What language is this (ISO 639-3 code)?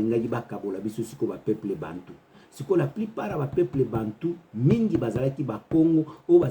ktu